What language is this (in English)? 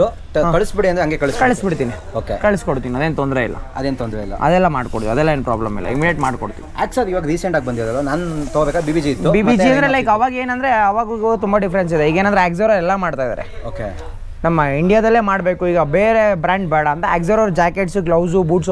Kannada